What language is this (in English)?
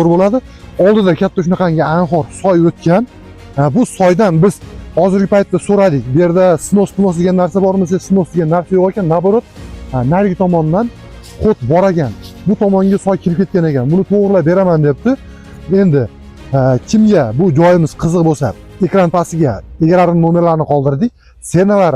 Uzbek